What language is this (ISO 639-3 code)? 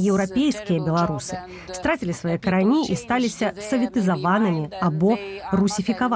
bel